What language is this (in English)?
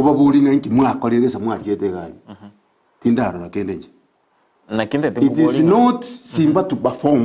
Gusii